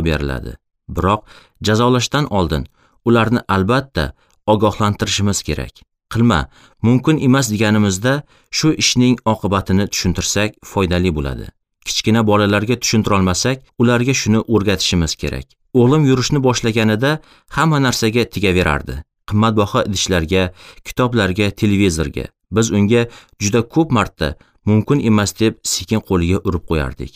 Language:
Uzbek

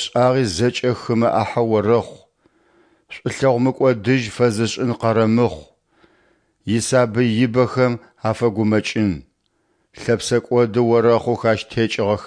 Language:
Adyghe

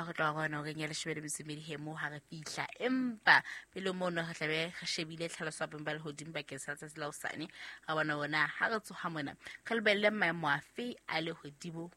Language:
Southern Sotho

